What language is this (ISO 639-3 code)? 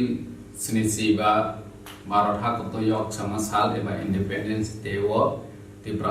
trp